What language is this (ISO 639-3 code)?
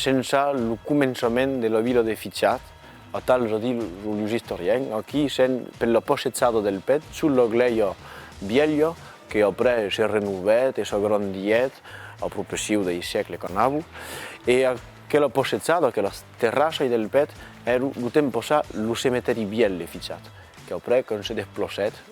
oci